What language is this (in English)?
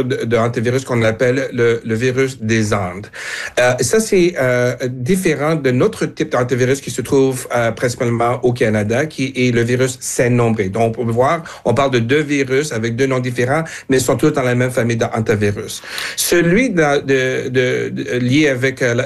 French